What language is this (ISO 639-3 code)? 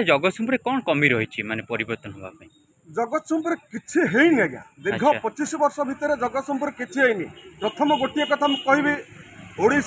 ori